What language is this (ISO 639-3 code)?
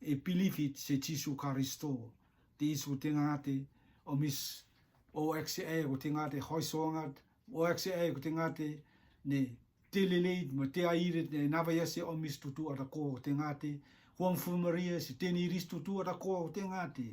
rtm